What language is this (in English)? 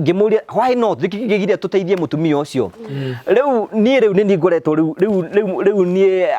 Kikuyu